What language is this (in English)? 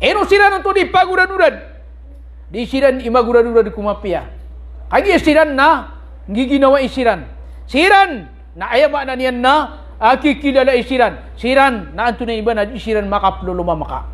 Maranao